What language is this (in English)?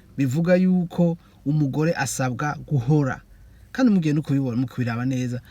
Rundi